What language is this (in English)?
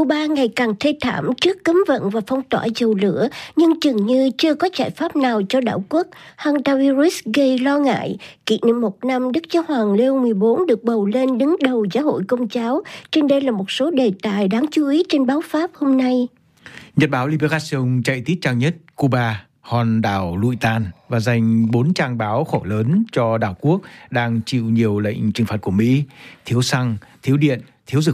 Vietnamese